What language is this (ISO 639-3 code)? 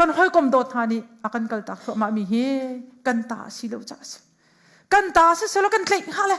cnh